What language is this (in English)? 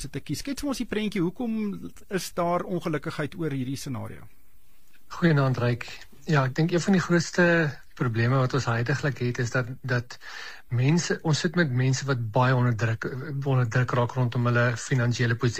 Afrikaans